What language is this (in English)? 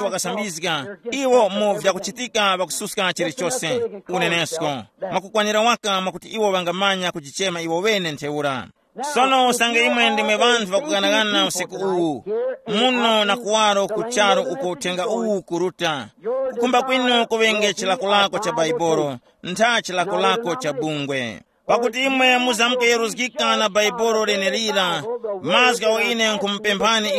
Tumbuka